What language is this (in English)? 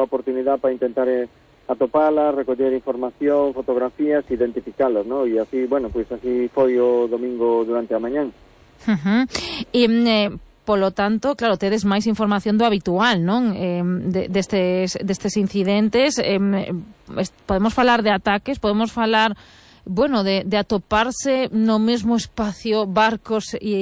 Galician